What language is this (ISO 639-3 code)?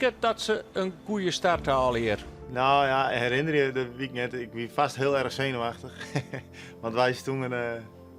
fry